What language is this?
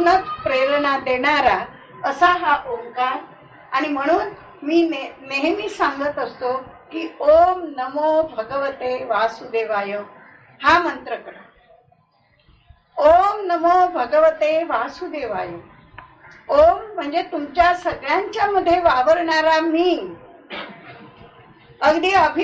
Marathi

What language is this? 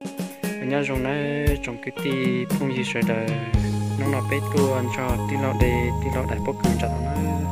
Hmong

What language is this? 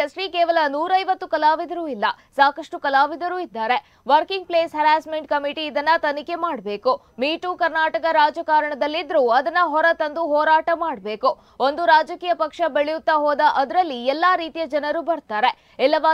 Kannada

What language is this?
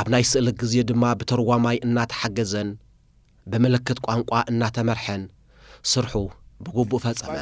Tigrinya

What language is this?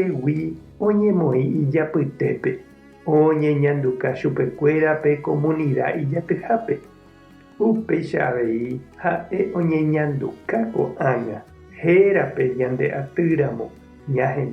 Guarani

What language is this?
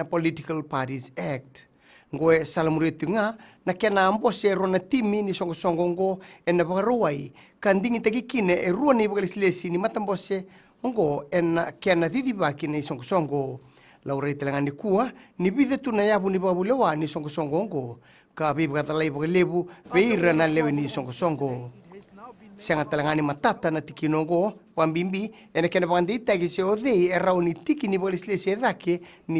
Fijian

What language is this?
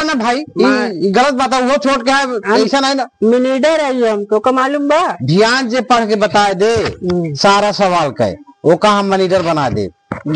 Awadhi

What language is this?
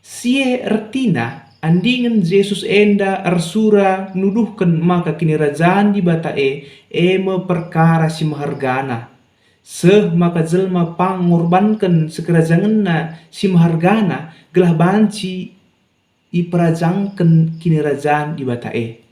Batak Karo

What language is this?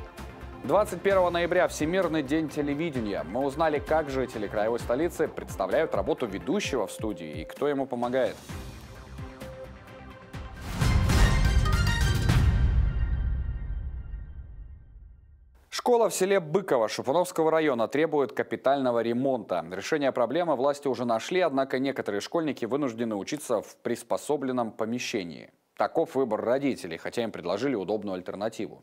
Russian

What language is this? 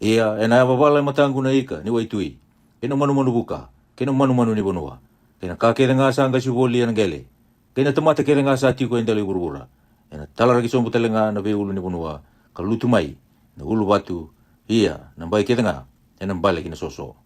Fijian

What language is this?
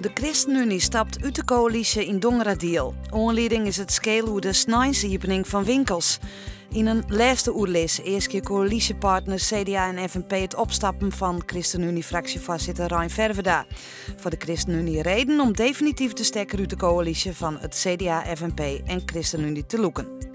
Western Frisian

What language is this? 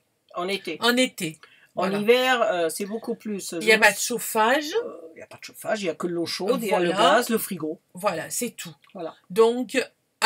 French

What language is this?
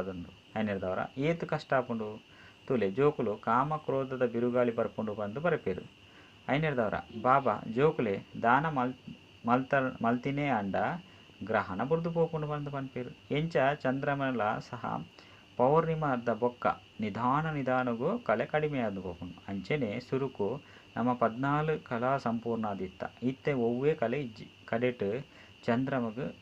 Tulu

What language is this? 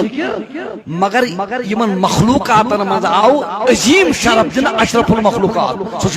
Kashmiri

